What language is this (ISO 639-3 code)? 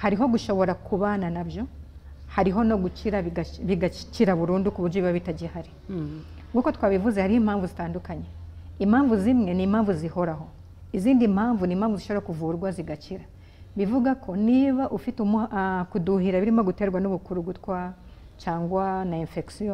kin